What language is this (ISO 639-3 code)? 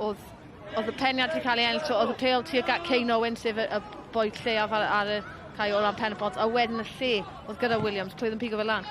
cym